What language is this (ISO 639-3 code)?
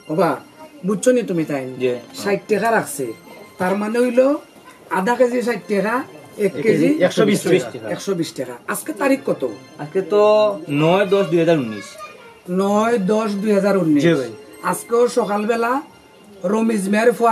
syl